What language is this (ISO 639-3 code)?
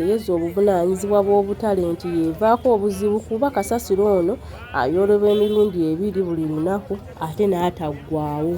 lug